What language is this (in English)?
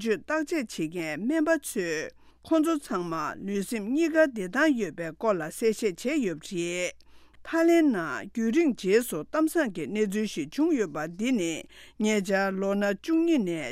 Tibetan